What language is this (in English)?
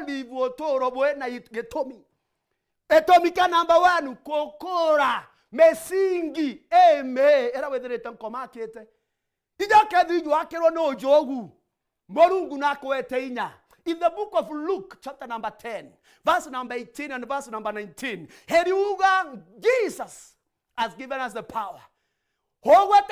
Meru